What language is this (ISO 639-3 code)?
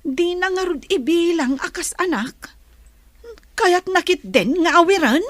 ilo